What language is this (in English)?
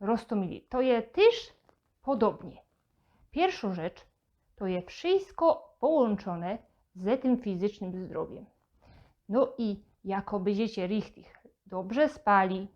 Silesian